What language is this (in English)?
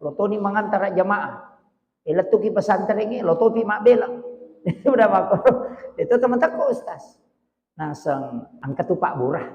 Buginese